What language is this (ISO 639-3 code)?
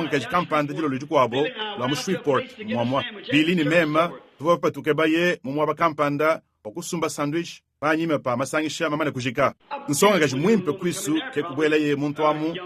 lua